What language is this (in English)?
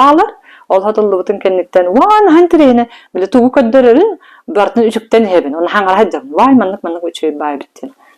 Yakut